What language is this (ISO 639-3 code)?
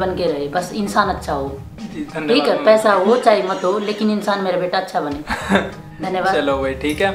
hin